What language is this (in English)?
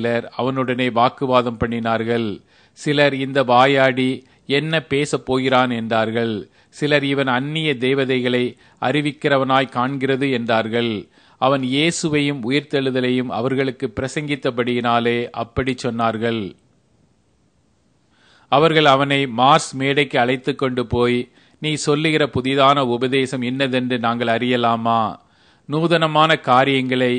Tamil